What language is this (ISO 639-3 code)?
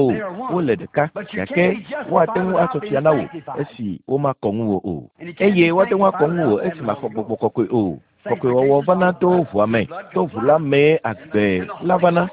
ewe